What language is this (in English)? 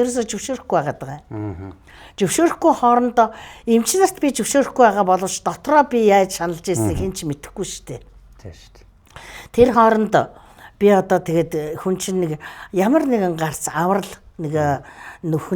Mongolian